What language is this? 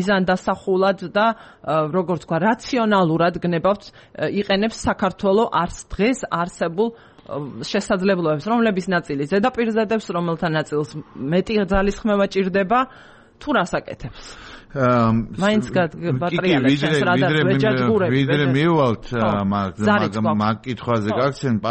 Georgian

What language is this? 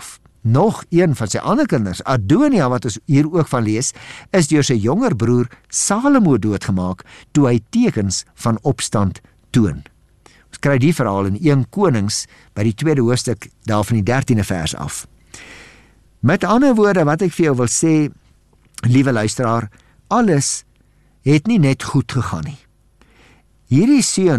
Afrikaans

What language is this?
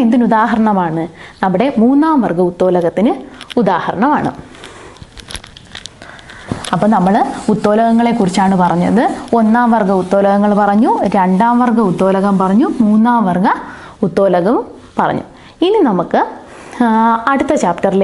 Malayalam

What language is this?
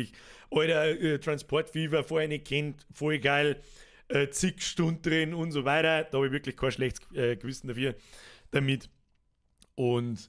Bavarian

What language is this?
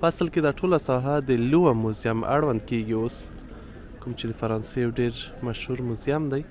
Pashto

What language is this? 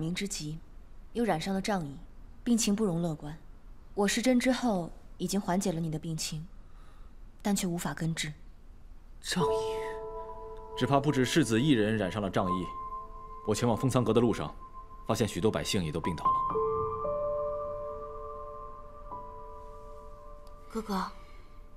Chinese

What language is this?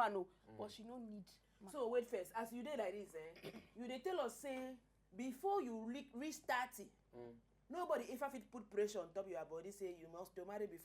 Nigerian Pidgin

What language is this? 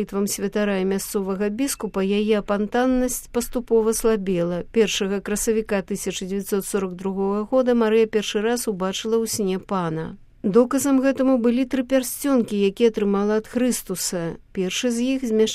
Belarusian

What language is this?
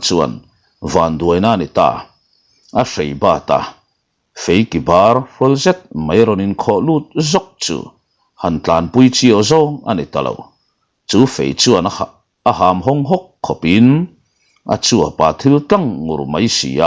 Mizo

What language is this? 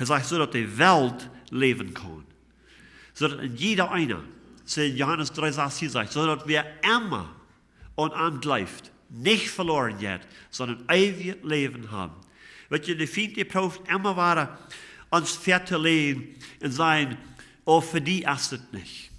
Plautdietsch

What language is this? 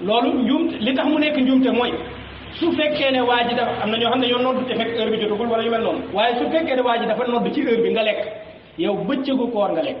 Wolof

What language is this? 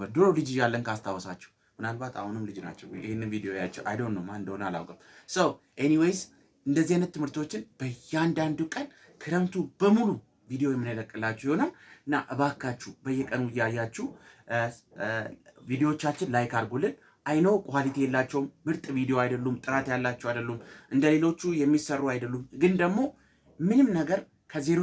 Amharic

